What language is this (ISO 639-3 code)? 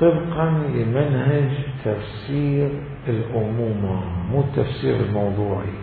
acm